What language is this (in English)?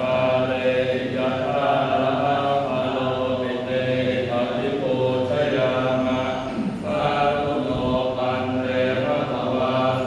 Pali